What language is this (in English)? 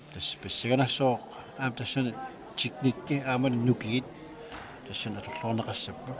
Kalaallisut